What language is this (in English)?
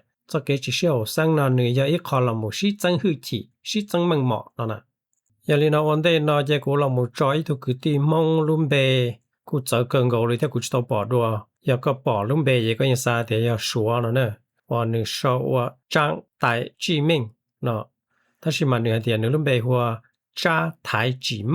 Hmong